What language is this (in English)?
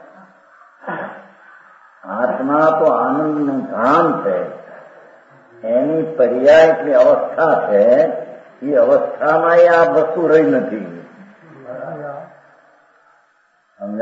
Gujarati